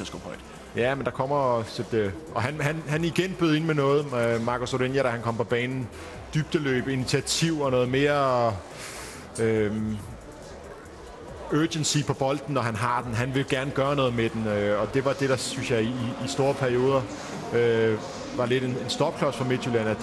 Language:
Danish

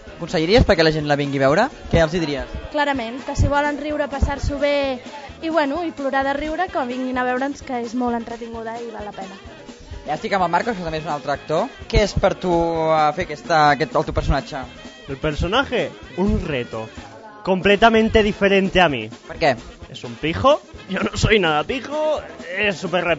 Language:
Catalan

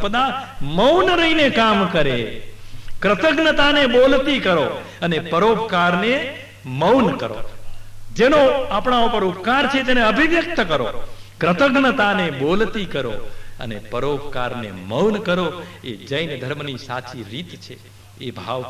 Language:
Gujarati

